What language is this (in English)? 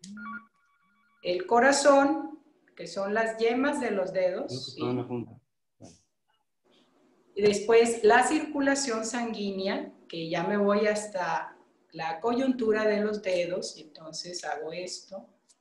Spanish